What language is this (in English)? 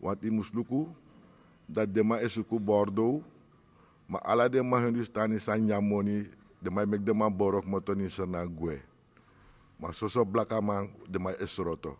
Sranan Tongo